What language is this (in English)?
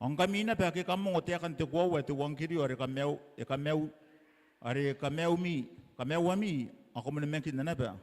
Gilbertese